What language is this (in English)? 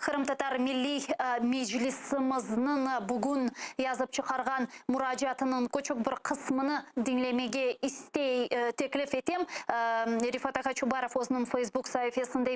Crimean Tatar